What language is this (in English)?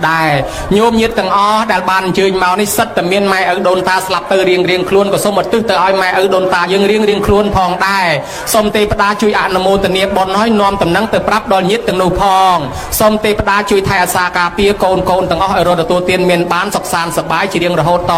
Khmer